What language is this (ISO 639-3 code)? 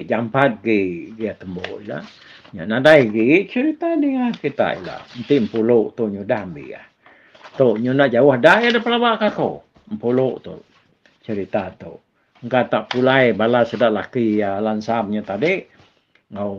iba